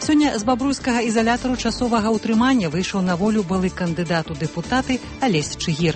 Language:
Belarusian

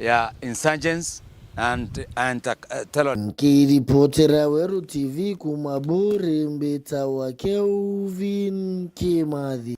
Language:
Meru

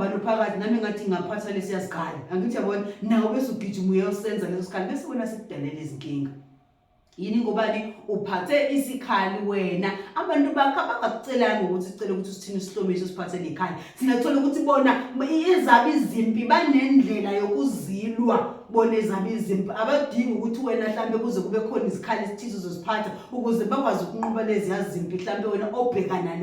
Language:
Zulu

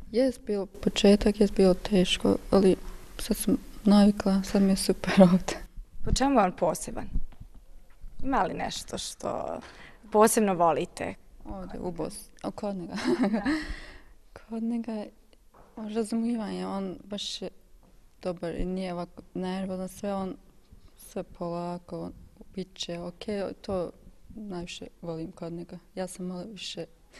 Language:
Bosnian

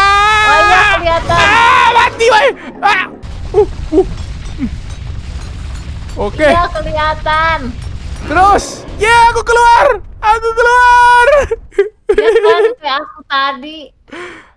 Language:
Indonesian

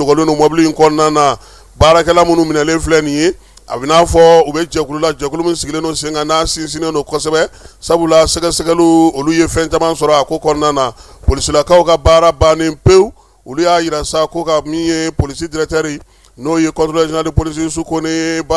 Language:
Bambara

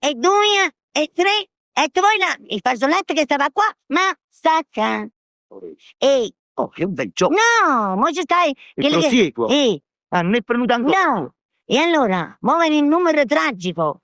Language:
Neapolitan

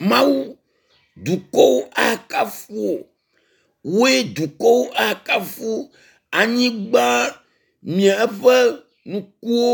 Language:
Ewe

